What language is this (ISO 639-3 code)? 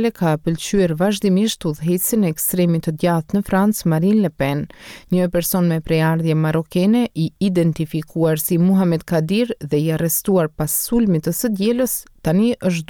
sqi